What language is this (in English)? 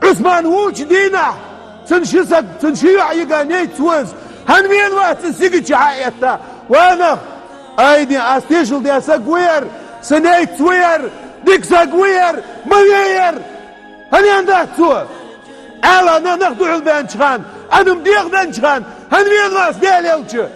Chechen